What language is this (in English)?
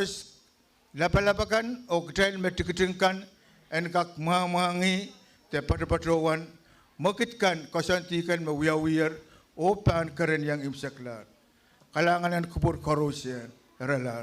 Pohnpeian